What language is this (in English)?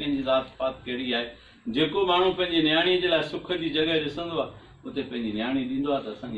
Sindhi